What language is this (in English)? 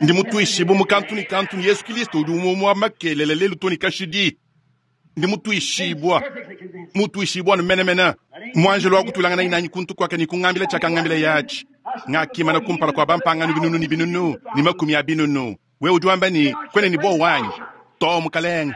Luba-Lulua